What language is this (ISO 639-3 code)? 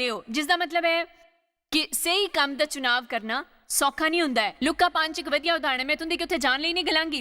doi